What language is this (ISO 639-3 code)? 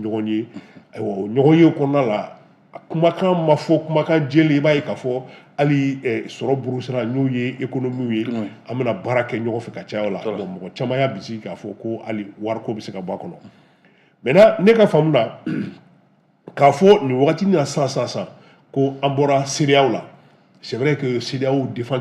bam